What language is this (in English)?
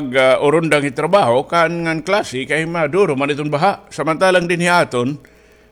Waray